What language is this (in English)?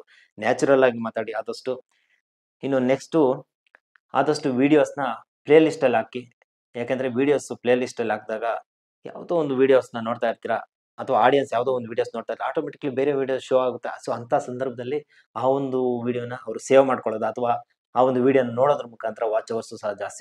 Kannada